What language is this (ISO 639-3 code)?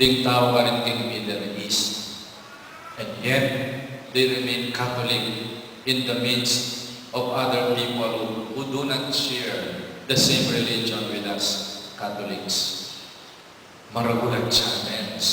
pam